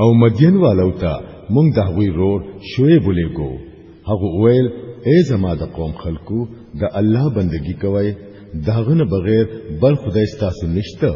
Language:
Pashto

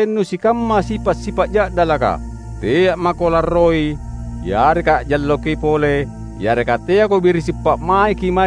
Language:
Makasar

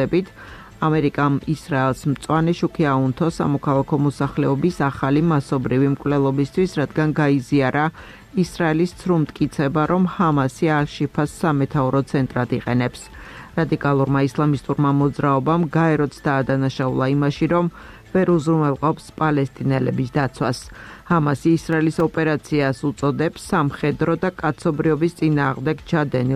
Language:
Georgian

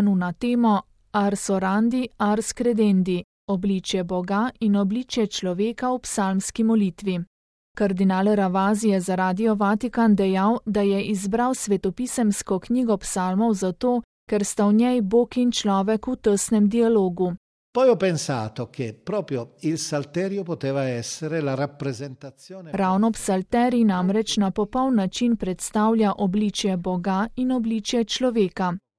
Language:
Slovenian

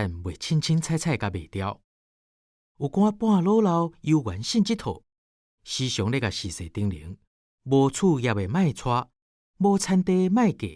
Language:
Min Nan Chinese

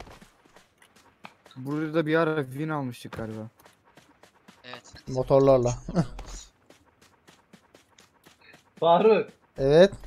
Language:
Turkish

